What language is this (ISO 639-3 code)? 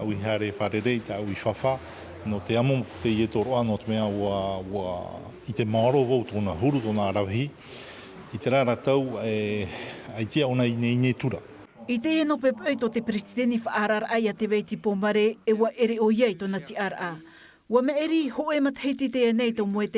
tah